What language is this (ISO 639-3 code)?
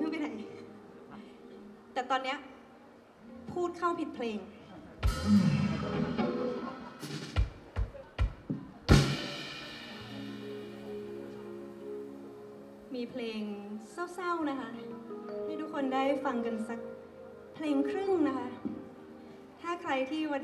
tha